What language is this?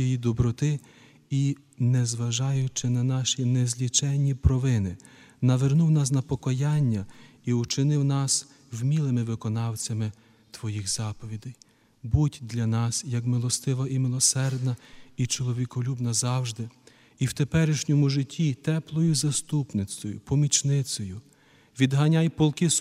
Ukrainian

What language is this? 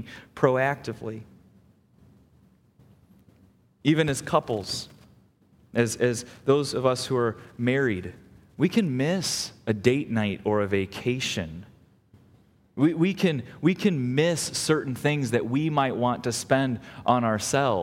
English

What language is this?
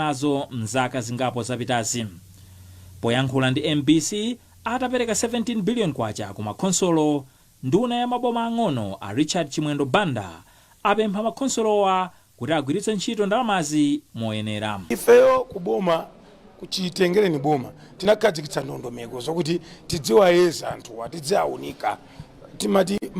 Nyanja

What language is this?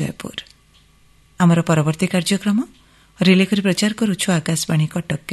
Odia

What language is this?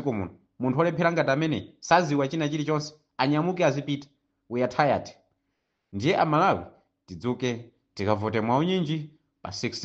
Nyanja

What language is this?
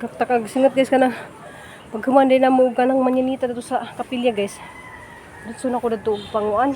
Cebuano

